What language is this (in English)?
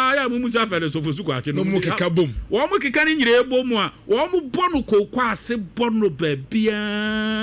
Akan